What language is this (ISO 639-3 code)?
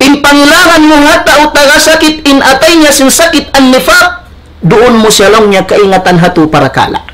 tsg